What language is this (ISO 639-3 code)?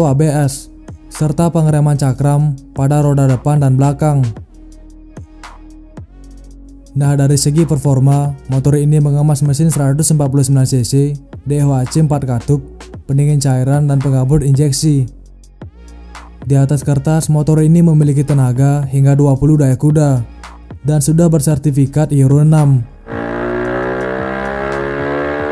ind